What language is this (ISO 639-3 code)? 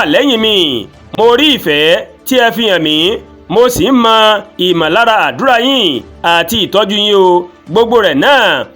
yor